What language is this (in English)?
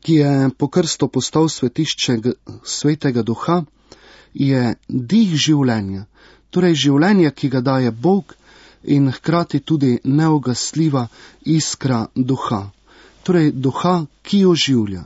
Slovenian